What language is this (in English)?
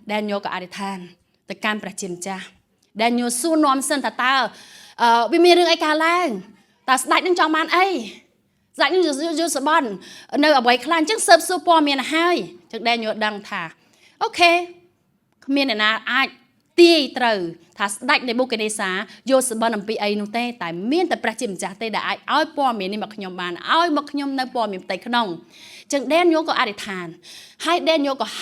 Khmer